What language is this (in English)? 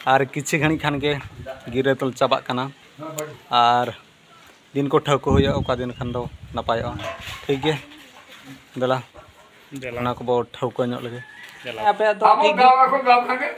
Santali